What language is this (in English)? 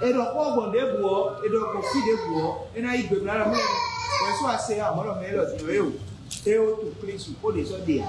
Fon